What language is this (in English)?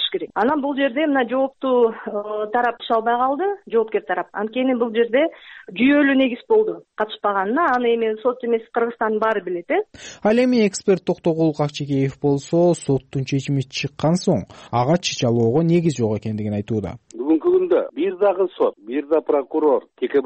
Kyrgyz